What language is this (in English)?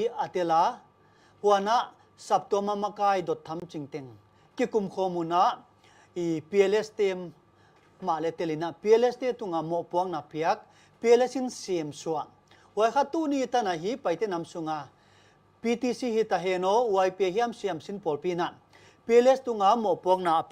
Paite Chin